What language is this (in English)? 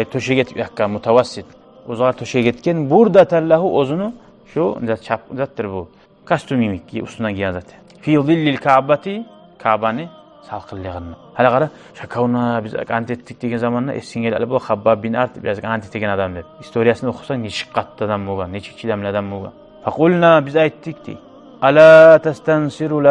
Kumyk